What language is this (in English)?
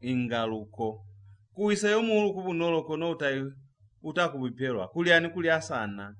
Lozi